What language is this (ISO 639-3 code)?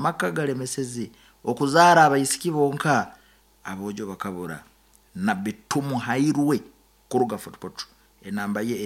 nyo